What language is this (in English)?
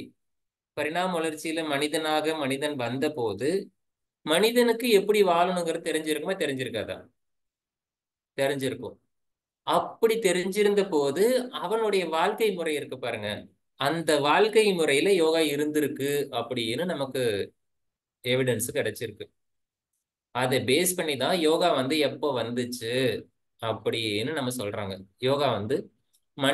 Tamil